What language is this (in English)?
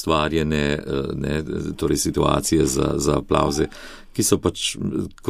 Slovenian